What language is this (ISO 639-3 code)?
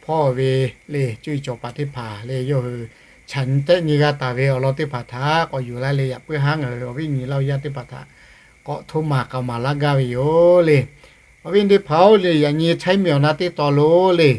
lhu